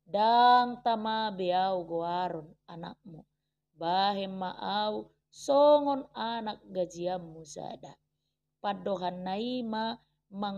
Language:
Batak Toba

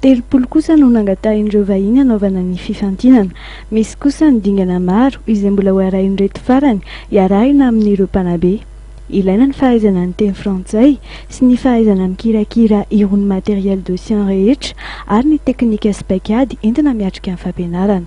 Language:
Malagasy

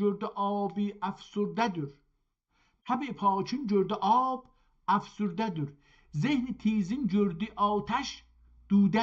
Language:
South Azerbaijani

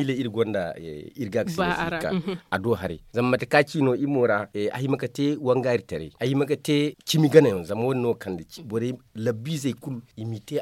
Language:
Zarma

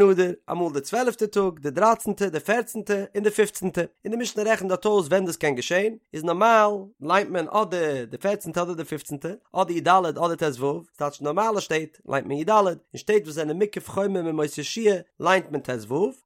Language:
Yiddish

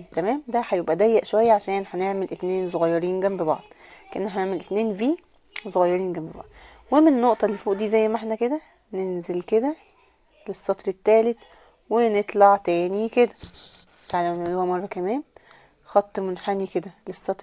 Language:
Egyptian Arabic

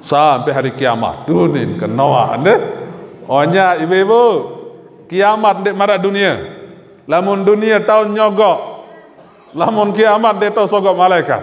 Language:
Sasak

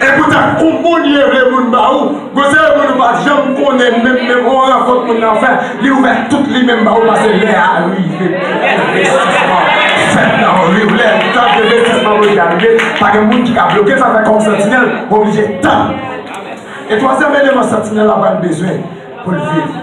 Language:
Haitian Creole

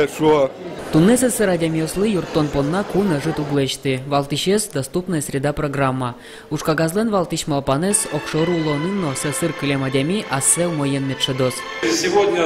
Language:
Udmurt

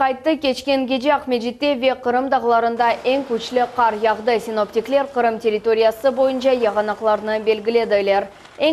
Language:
Crimean Tatar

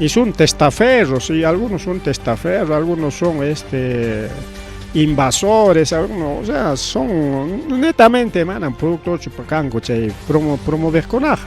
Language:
Ayacucho Quechua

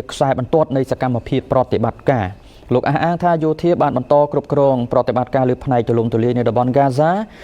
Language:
Khmer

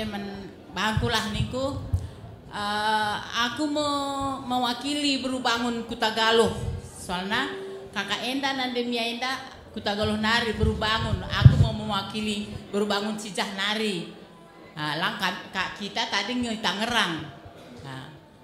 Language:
Batak Karo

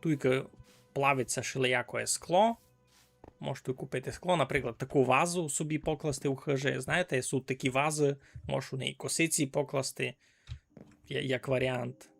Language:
Rusyn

